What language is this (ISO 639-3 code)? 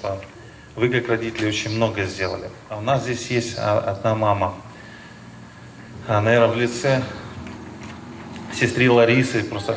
rus